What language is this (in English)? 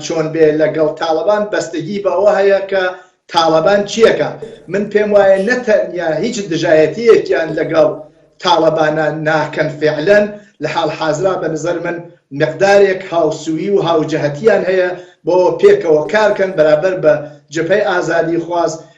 Central Kurdish